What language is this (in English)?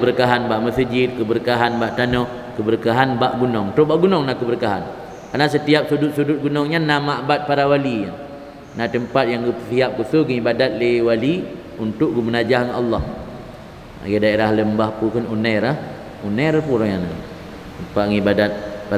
Achinese